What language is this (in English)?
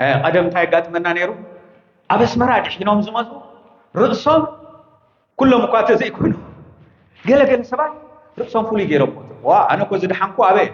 Tigrinya